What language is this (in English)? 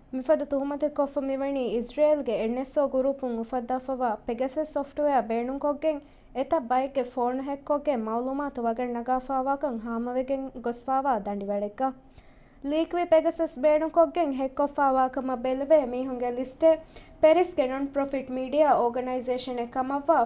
Divehi